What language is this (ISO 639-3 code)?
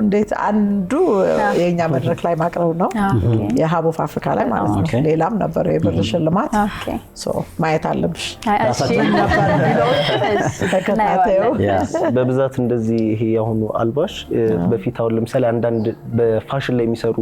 amh